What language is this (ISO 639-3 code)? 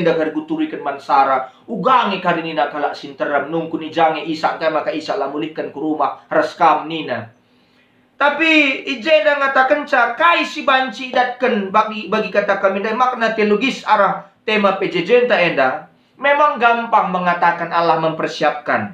btx